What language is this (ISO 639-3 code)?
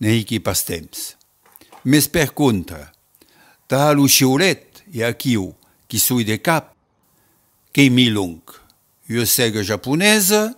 oci